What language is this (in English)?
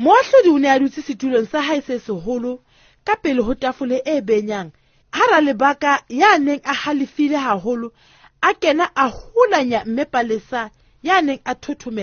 Southern Sotho